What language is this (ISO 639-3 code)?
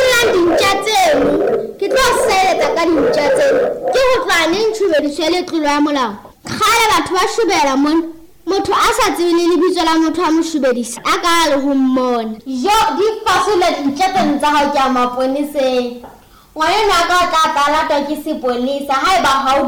sot